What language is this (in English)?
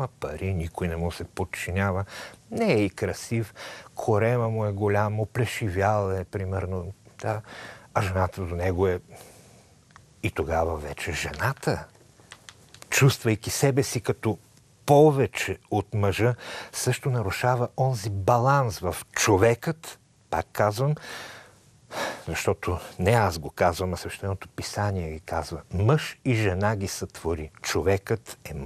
Bulgarian